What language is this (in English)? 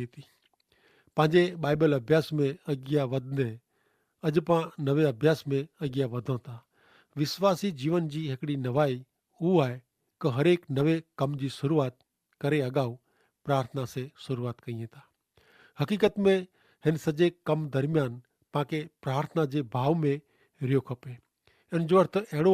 Kachhi